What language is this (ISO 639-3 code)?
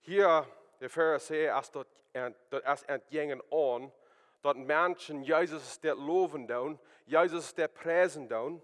pdt